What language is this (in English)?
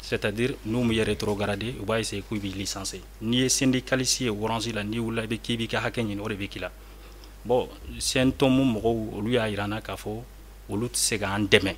Bambara